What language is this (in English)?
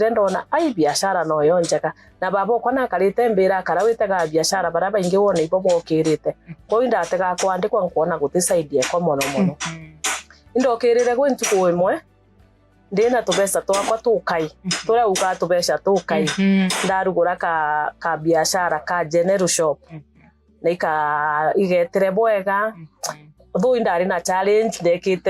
Meru